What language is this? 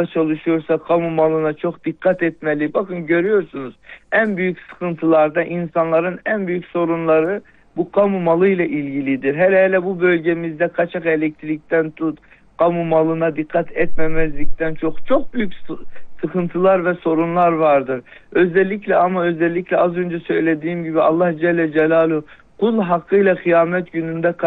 Turkish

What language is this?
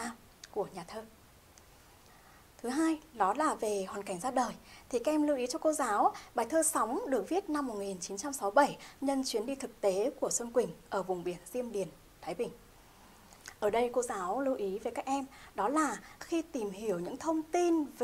Vietnamese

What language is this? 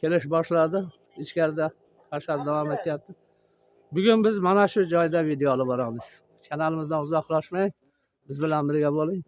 Uzbek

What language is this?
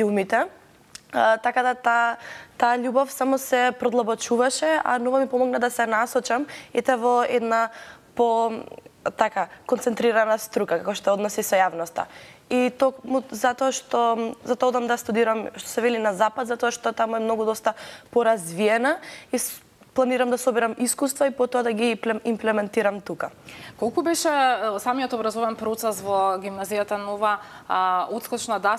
Macedonian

